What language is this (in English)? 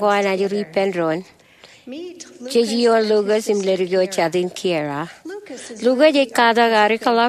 Marshallese